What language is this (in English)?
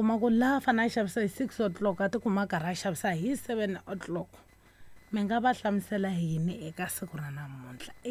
Tsonga